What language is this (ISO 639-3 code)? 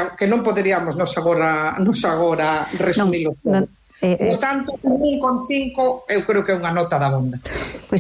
glg